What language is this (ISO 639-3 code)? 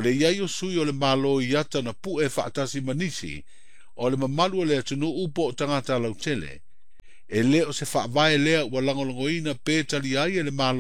smo